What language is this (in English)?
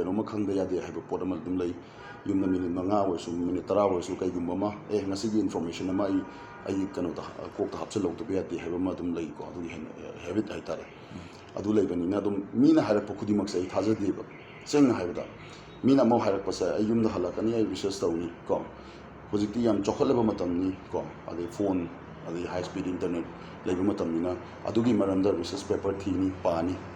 Manipuri